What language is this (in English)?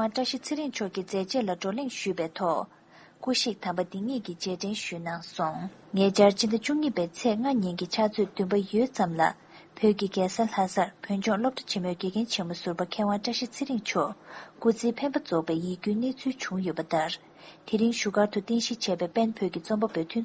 Tibetan